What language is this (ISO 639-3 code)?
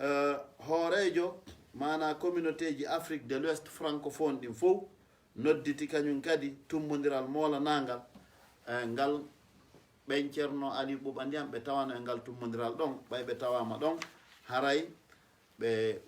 ful